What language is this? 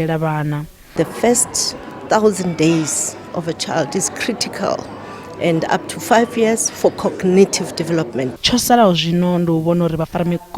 Venda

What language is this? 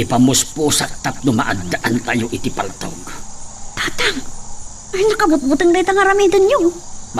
Iloko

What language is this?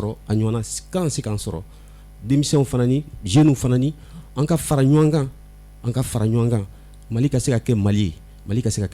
Bambara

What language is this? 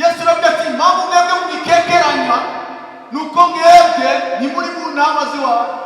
Rundi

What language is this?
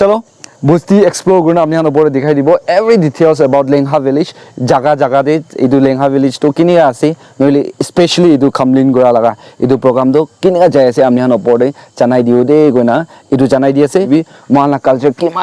Naga Pidgin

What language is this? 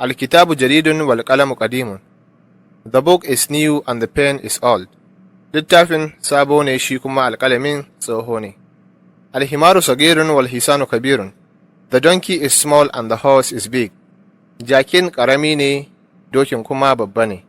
Hausa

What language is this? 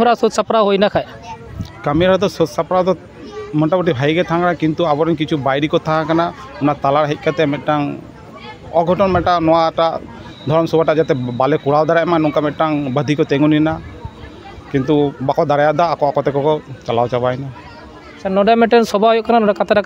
Santali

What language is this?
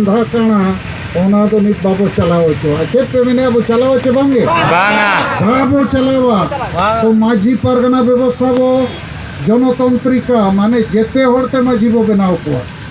Santali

